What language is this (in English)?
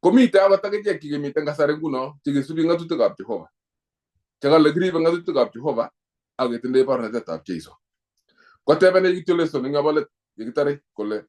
Kalenjin